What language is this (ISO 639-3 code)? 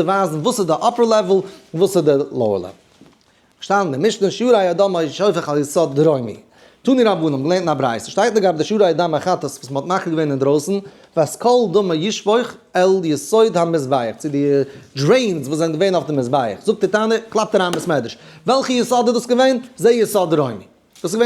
yid